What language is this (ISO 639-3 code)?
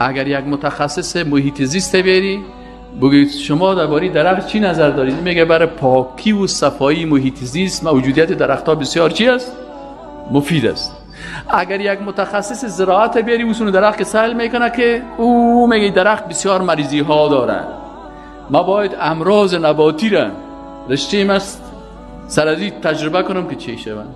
fas